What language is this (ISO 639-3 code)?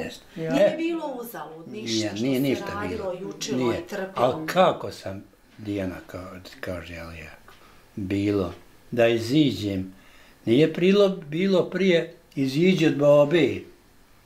bos